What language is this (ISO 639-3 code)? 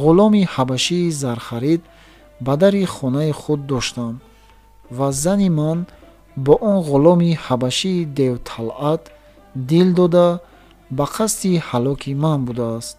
tgk